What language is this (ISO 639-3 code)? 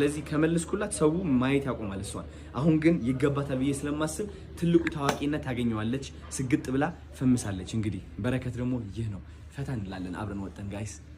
amh